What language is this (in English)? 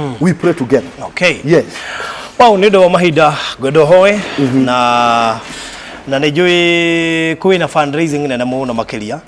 Kikuyu